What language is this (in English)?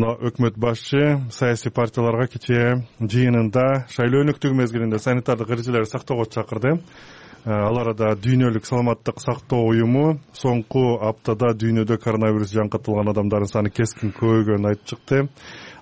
Kyrgyz